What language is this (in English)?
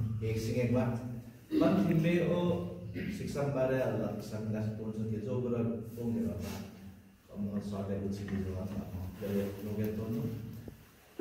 Limbu